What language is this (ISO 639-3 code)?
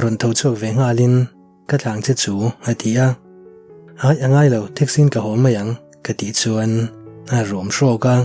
lus